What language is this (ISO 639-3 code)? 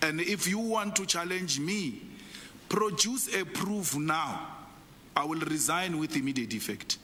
eng